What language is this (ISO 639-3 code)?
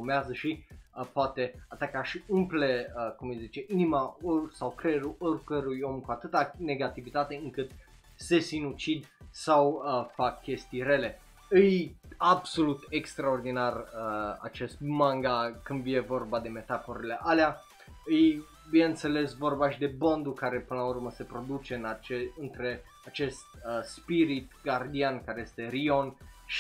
ron